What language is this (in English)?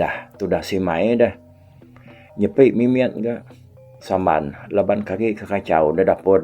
Iban